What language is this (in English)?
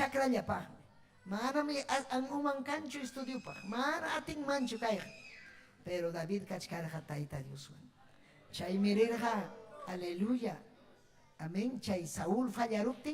Ayacucho Quechua